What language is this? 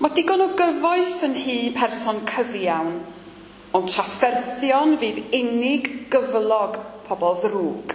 Welsh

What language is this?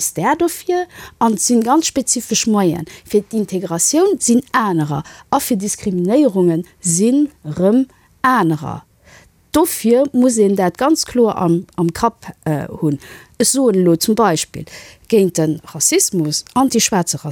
Luxembourgish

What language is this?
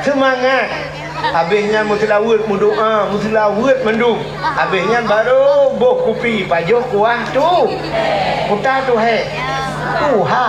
Achinese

